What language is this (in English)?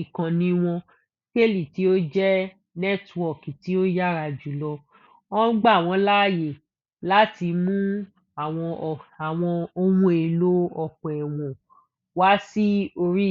Yoruba